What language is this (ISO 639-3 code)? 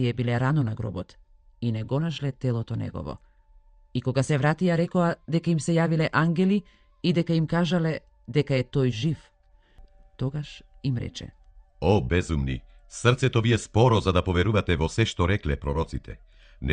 mkd